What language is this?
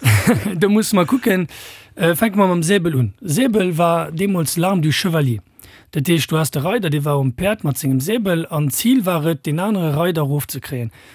Luxembourgish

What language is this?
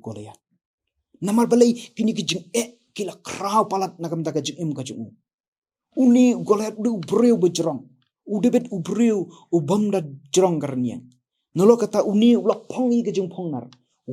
Khasi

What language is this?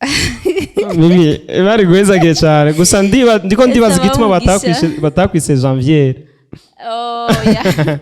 Rundi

